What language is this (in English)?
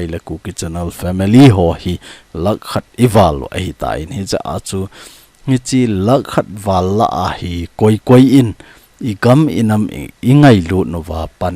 Thado Chin